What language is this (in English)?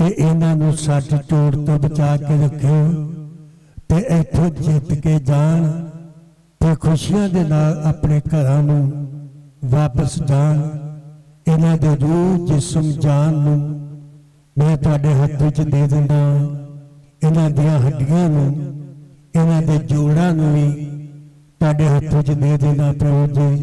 Punjabi